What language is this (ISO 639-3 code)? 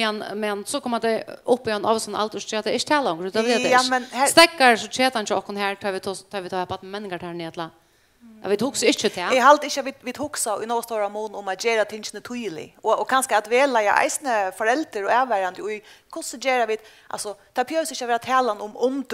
fao